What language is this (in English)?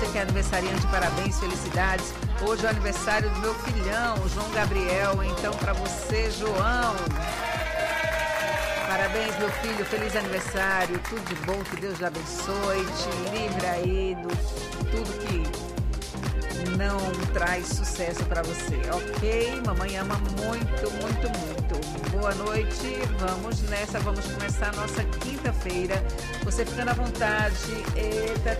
Portuguese